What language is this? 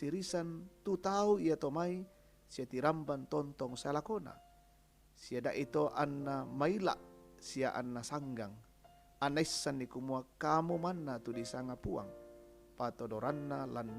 Toraja-Sa'dan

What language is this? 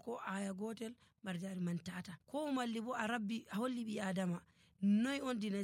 Nigerian Fulfulde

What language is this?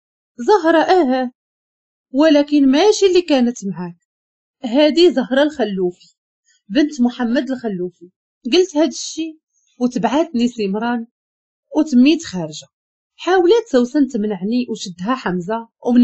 Moroccan Arabic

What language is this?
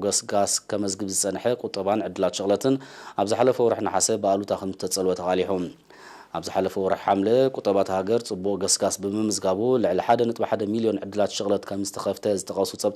Tigrinya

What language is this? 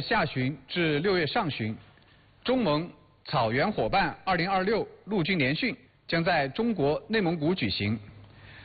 Chinese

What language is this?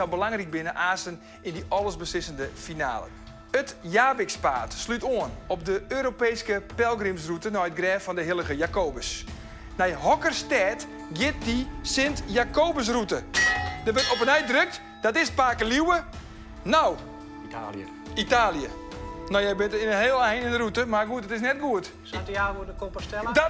Western Frisian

